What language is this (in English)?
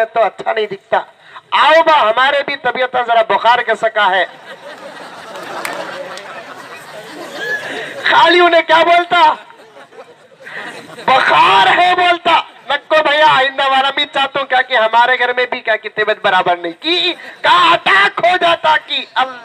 Urdu